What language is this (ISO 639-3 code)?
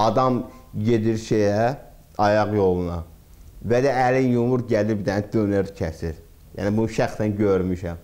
aze